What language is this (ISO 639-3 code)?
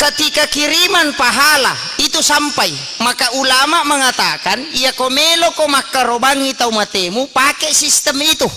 bug